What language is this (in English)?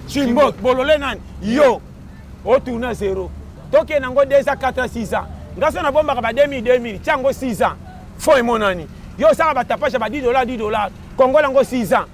Lingala